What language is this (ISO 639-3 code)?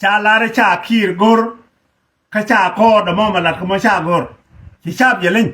nus